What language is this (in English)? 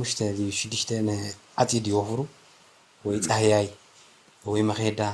Tigrinya